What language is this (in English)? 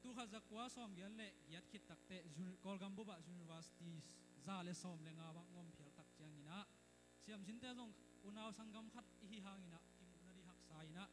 Tedim Chin